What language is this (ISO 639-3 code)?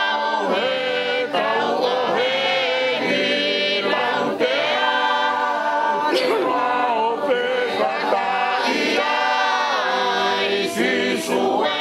ton